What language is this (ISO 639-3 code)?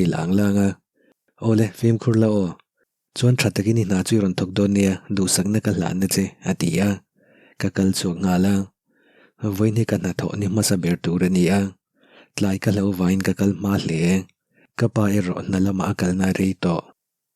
lus